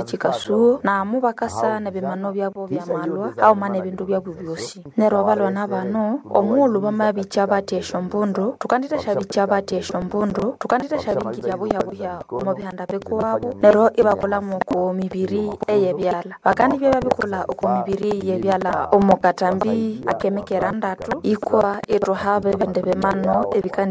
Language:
Nande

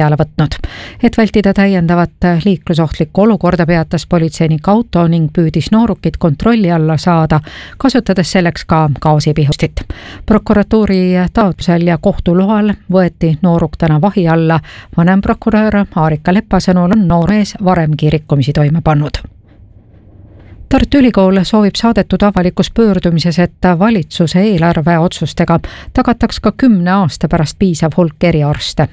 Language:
Estonian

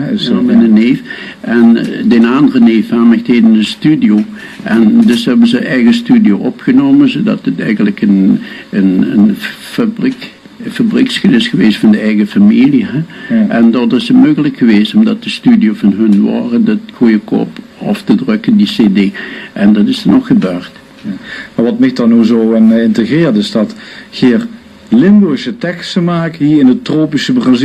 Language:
Limburgish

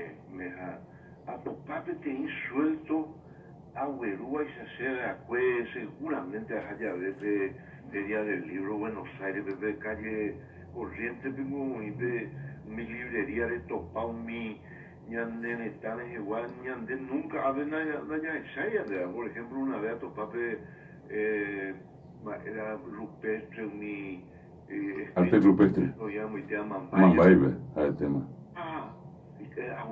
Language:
Guarani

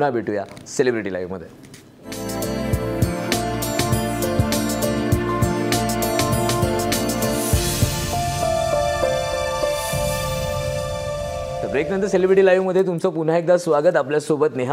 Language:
Marathi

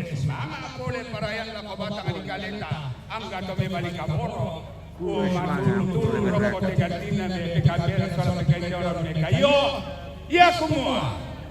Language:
Toraja-Sa'dan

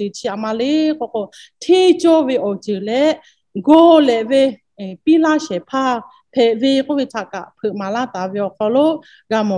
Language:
Lahu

